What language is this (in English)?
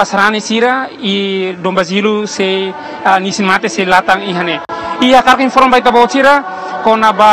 Tetum